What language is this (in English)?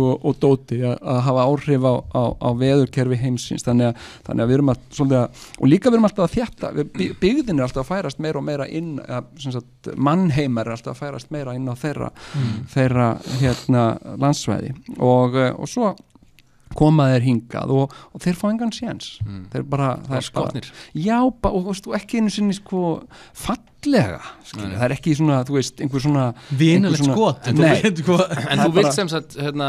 Icelandic